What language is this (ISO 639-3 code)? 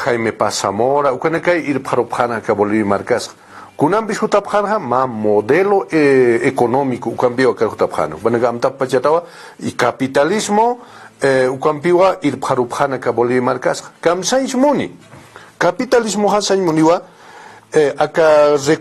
aym